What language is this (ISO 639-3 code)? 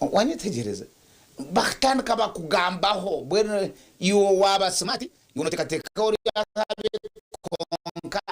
nyn